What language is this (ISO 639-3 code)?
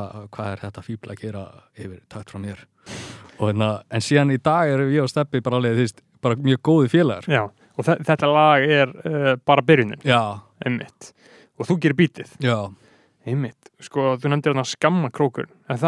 isl